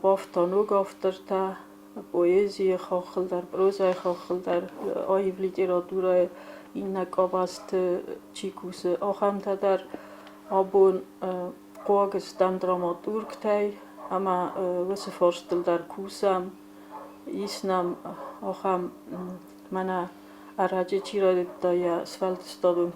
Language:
Ossetic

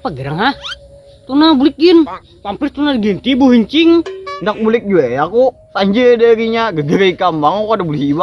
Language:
Banjar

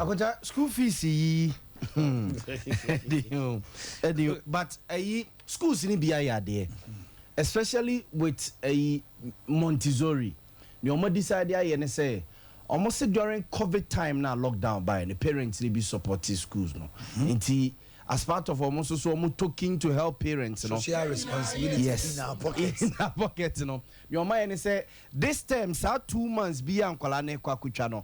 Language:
Akan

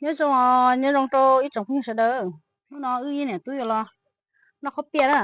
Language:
Hmong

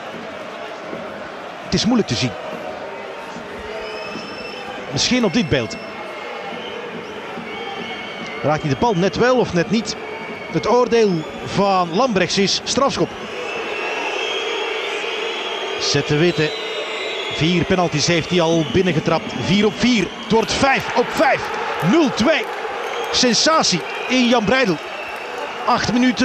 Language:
Dutch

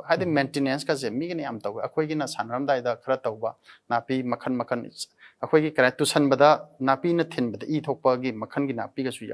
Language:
Manipuri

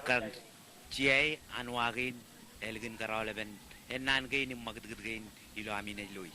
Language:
Marshallese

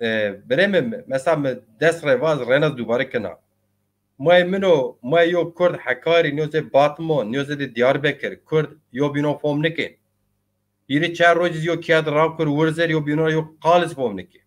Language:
Zaza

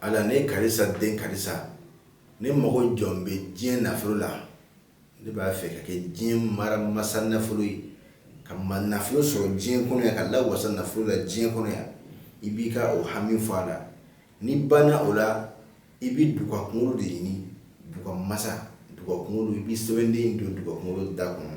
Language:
Bambara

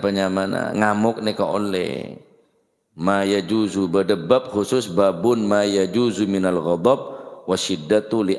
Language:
Madurese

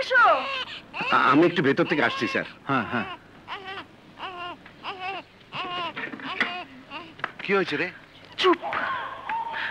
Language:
Bangla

